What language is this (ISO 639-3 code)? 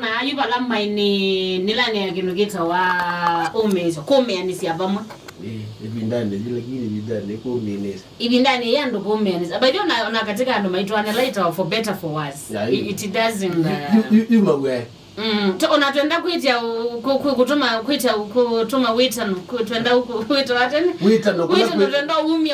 kam